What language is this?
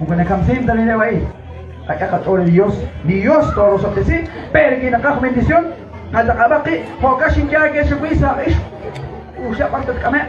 Kekchí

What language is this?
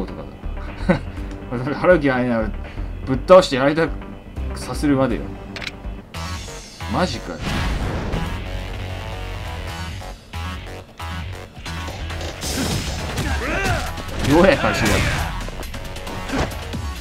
Japanese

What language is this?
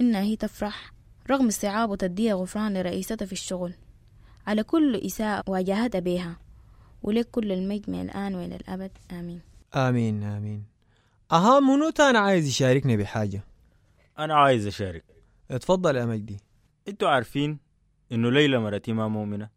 Sudanese Arabic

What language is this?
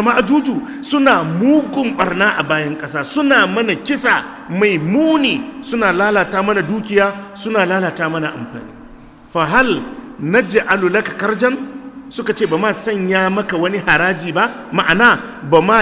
Hausa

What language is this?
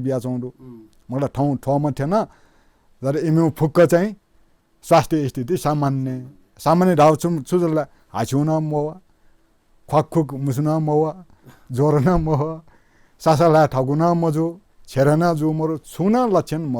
Newari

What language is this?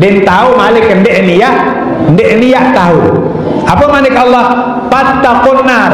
Sasak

